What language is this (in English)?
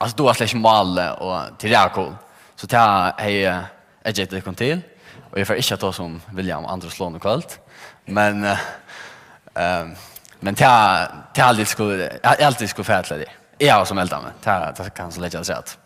Faroese